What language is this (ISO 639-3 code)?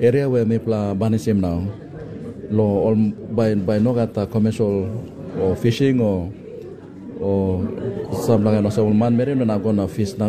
tpi